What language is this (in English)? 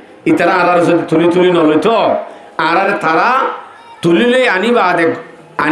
Rohingya